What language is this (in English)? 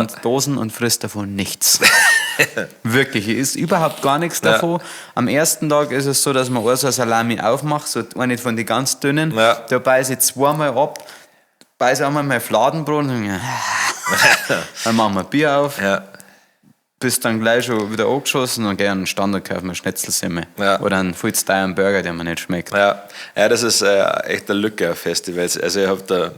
Bavarian